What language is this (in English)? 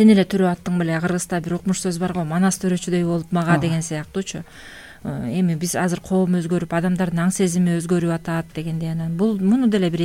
Kyrgyz